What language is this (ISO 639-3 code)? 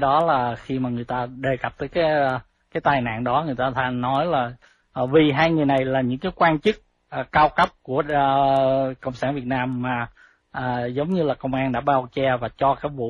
vie